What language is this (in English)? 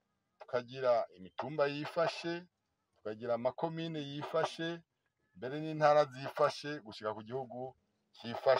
Rundi